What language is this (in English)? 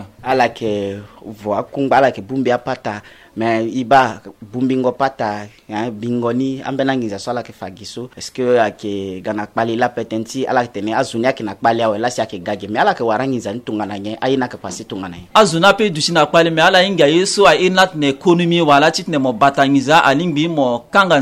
Sango